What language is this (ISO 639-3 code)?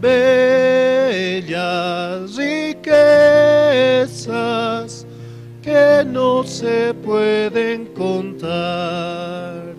aym